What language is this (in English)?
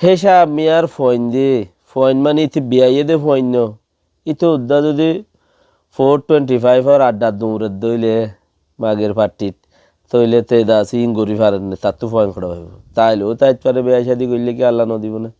Rohingya